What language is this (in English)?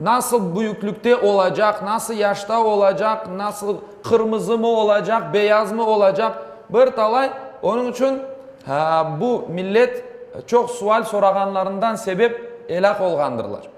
Crimean Tatar